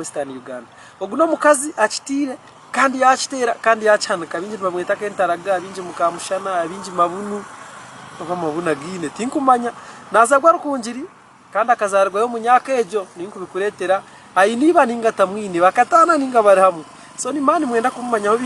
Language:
Nyankole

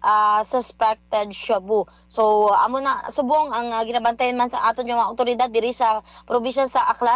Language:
Hiligaynon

